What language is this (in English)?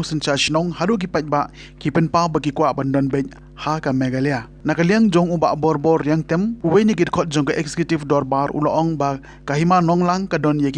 Khasi